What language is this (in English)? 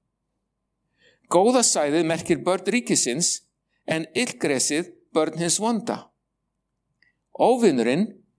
Icelandic